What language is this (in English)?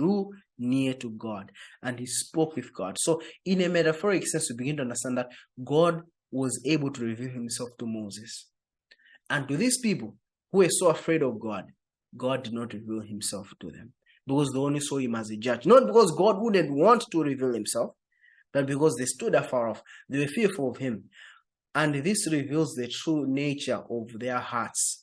English